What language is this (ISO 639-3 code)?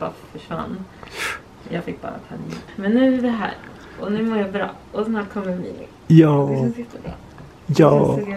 swe